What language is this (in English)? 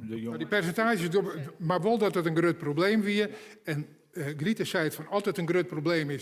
Western Frisian